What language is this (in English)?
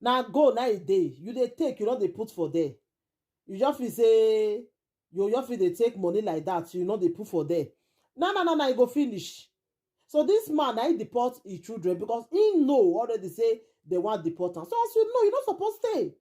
Nigerian Pidgin